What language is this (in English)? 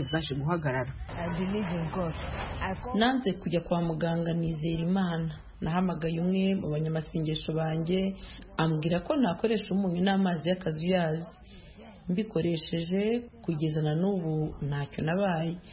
Kinyarwanda